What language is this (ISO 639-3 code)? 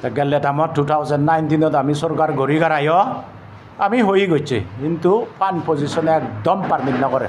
ccp